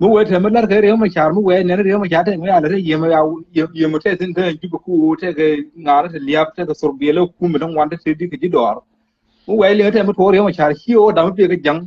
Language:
Nuer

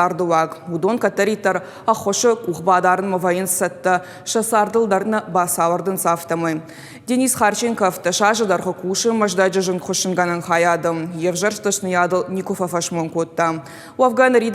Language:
Ossetic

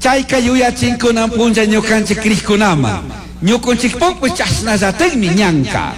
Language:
Chimborazo Highland Quichua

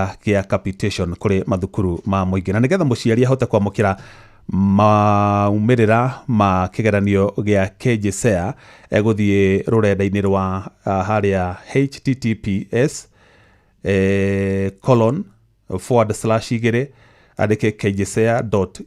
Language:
Kikuyu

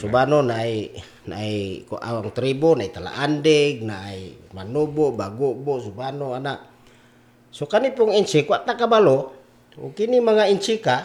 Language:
Cebuano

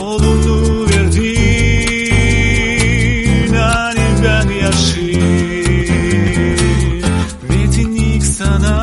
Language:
Gagauz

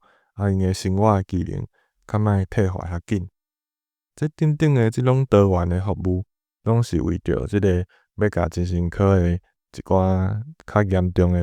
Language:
Min Nan Chinese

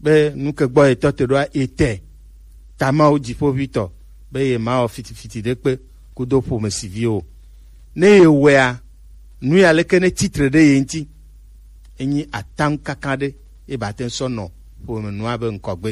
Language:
Gen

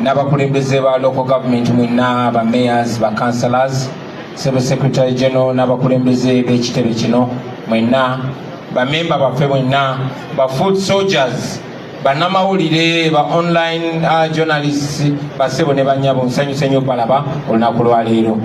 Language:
Ganda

